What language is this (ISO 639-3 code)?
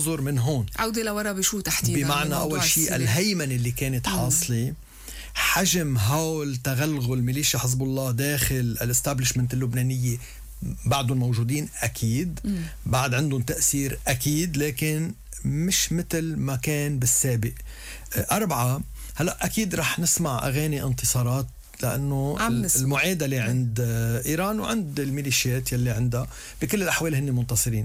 apc